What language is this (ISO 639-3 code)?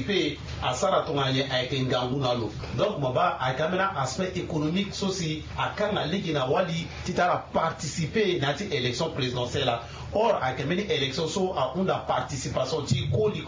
sag